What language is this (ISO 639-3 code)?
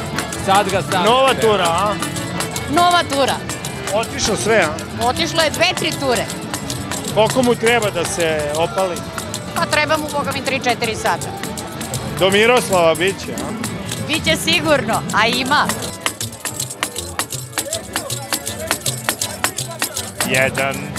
srp